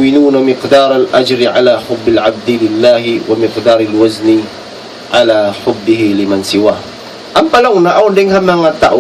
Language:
Tausug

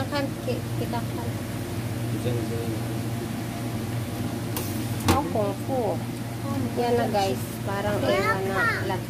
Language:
Filipino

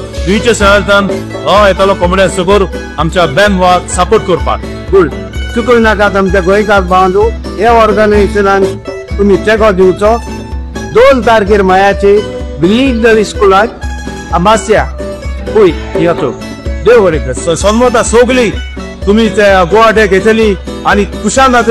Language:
Konkani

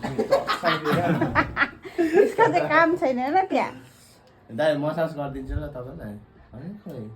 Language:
Nepali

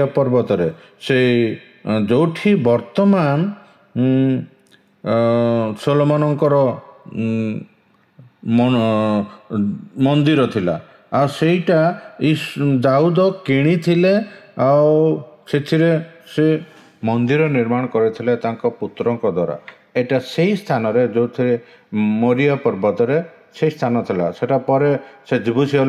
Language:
Odia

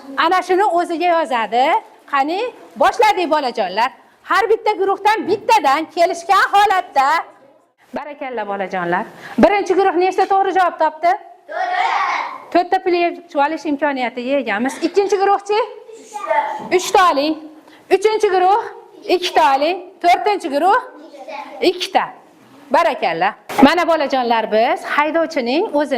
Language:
Uzbek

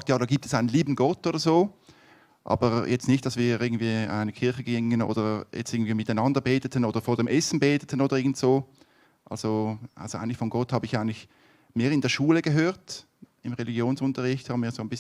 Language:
Swiss German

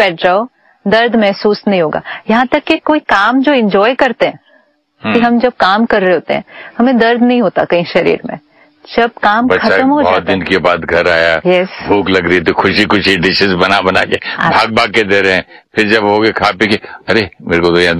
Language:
Hindi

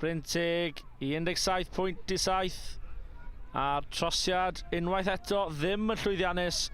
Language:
Welsh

